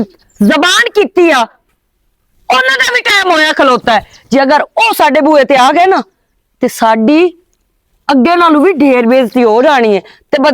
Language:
Western Panjabi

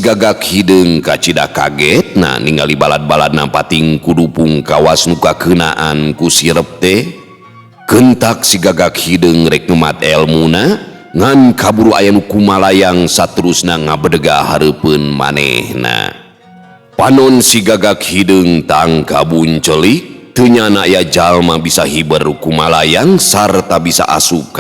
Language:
Sundanese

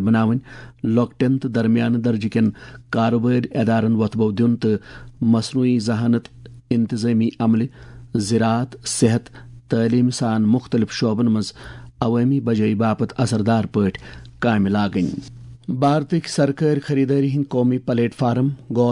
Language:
Kashmiri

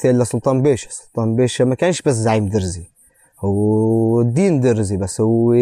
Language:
North Levantine Arabic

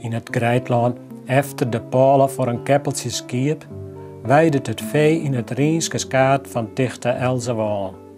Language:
Western Frisian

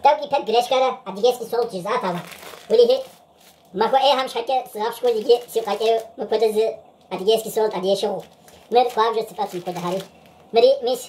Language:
Kabardian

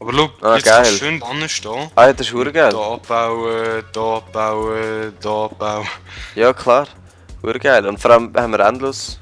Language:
Swiss German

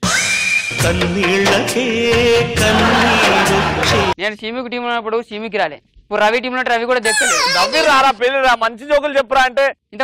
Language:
Telugu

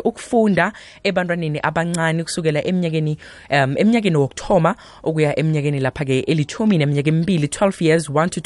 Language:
South Ndebele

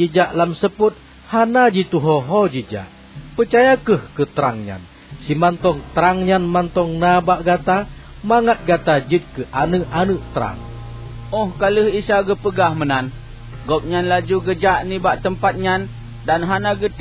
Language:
Achinese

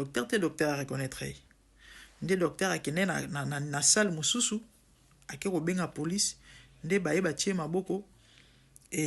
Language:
Lingala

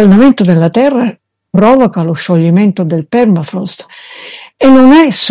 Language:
Italian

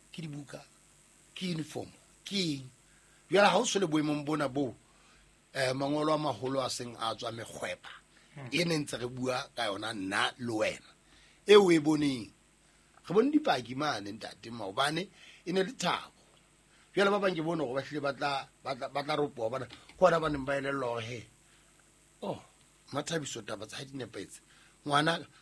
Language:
Southern Sotho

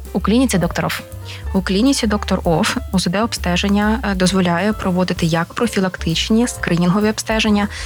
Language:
Ukrainian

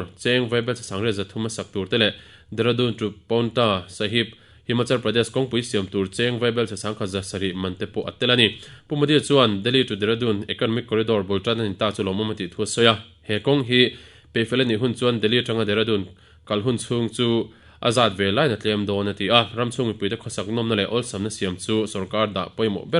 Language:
Mizo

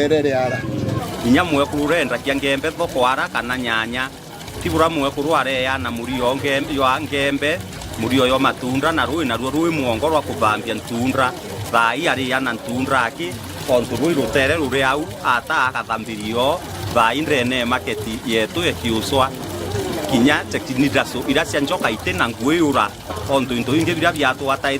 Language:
Meru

